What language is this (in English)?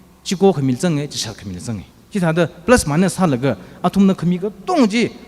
Tangkhul Naga (India)